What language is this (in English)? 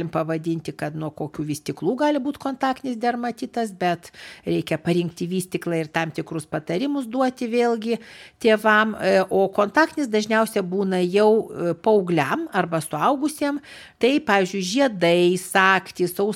Lithuanian